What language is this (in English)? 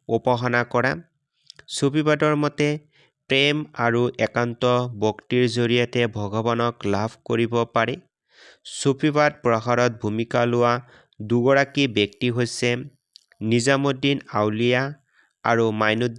Assamese